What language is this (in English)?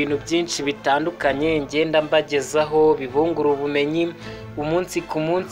Kinyarwanda